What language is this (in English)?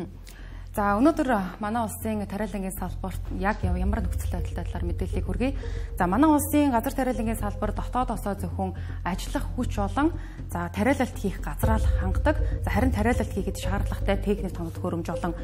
Mongolian